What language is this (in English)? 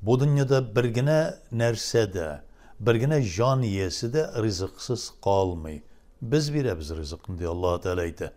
Tatar